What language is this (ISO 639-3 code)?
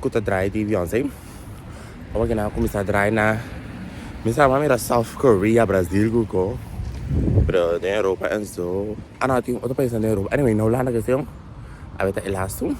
pap